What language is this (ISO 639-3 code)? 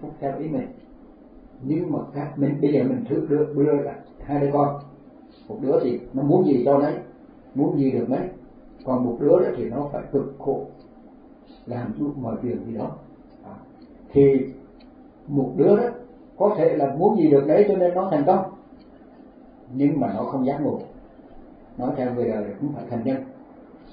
vie